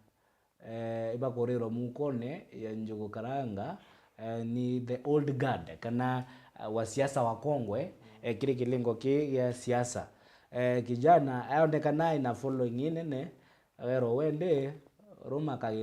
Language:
Meru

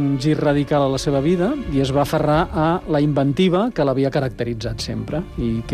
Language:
Catalan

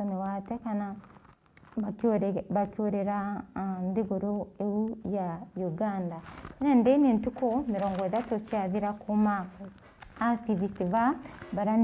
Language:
Meru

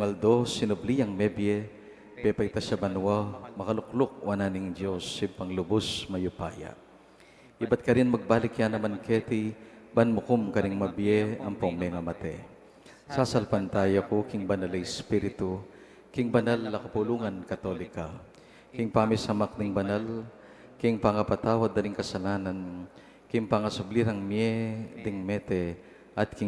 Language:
Pampanga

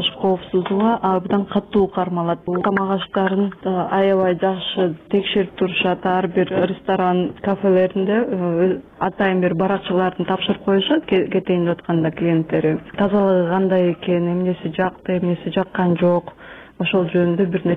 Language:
Kyrgyz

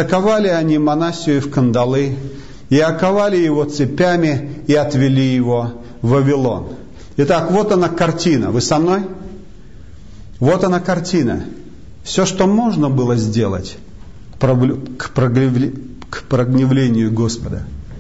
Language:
Russian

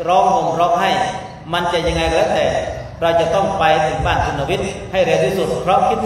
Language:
Thai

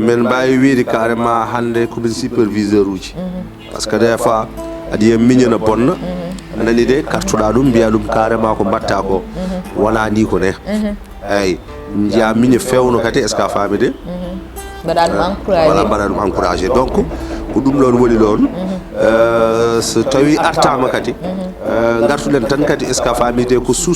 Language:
Fula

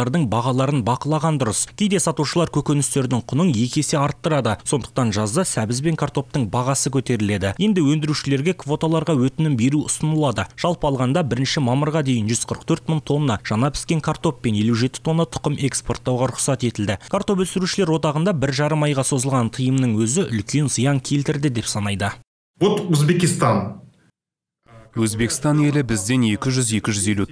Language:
Kazakh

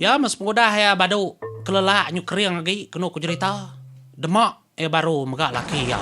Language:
Iban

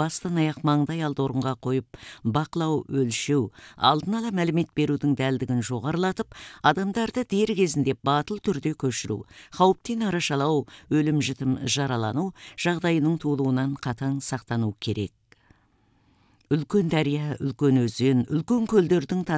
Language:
Kazakh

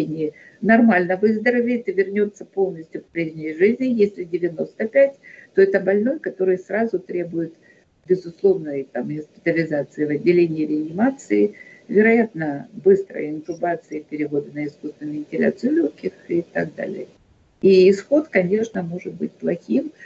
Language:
Russian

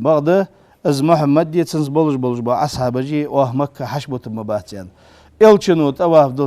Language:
Ingush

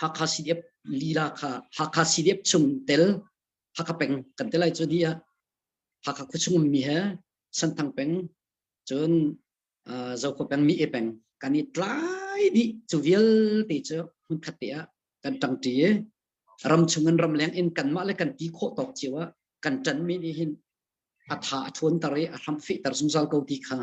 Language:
Hakha Chin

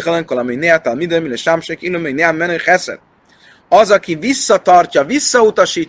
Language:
Hungarian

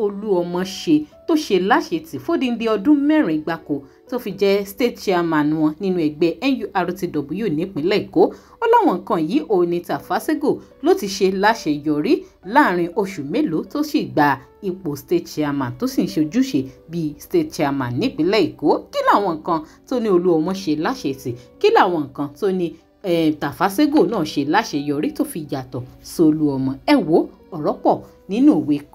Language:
Yoruba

